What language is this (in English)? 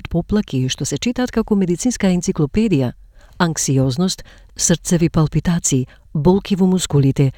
Macedonian